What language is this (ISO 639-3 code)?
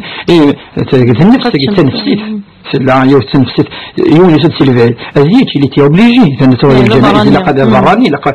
kab